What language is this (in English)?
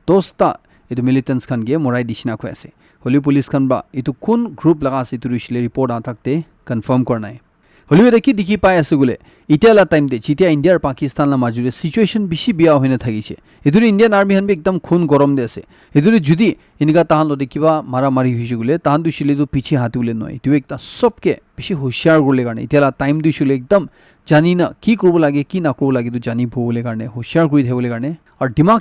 Naga Pidgin